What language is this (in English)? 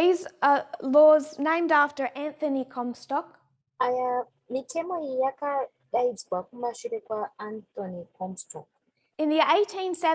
Shona